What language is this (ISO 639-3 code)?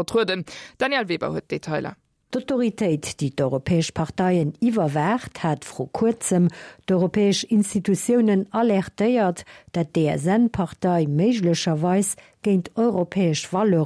ltz